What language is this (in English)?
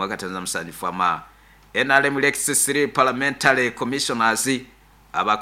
Nyoro